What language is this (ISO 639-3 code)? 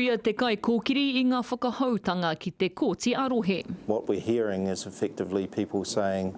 mri